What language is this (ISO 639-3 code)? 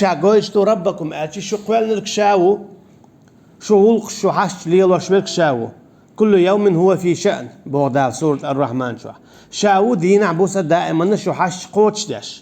che